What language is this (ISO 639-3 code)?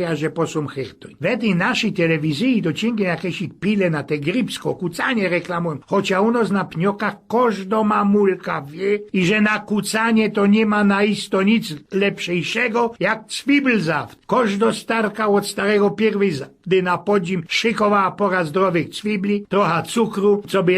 szl